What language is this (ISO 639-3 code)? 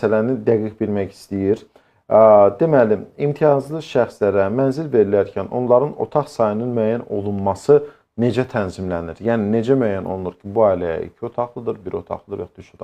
aze